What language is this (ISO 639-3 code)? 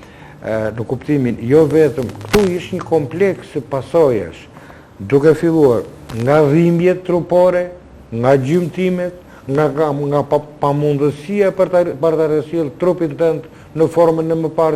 sqi